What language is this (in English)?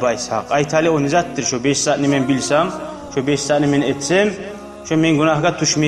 Kumyk